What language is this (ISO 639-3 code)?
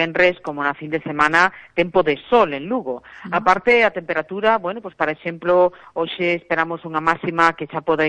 glg